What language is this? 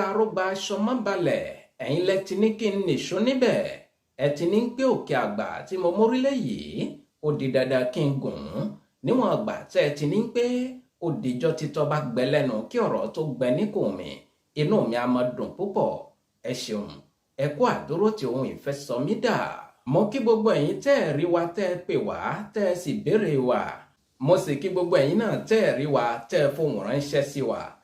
Yoruba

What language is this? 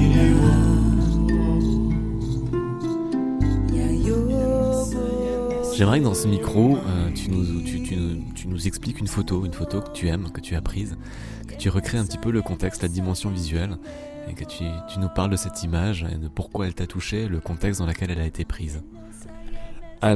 French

